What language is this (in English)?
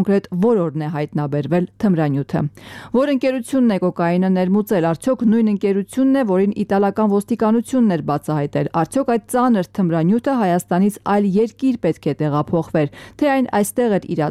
Armenian